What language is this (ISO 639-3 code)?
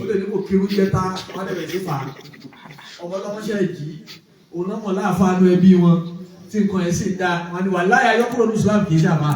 yor